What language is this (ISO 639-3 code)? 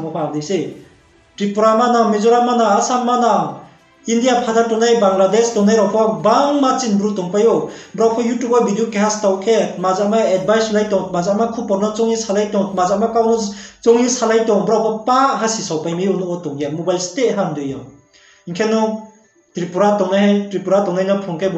ria